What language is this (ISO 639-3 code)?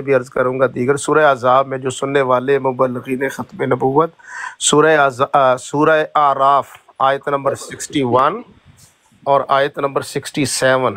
urd